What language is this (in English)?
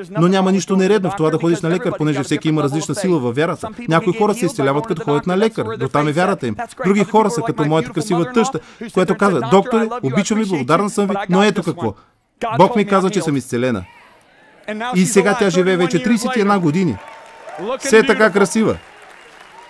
Bulgarian